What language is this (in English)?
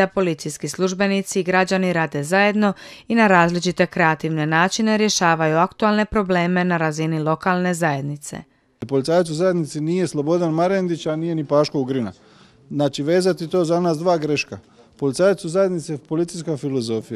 Croatian